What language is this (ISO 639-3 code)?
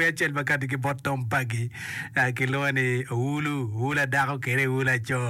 ach